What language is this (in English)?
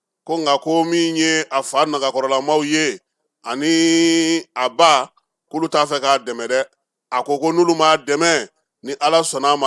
Bambara